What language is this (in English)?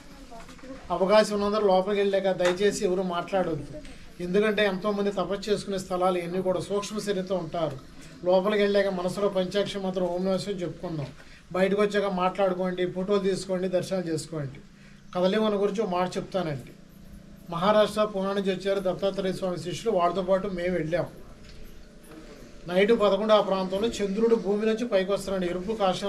Telugu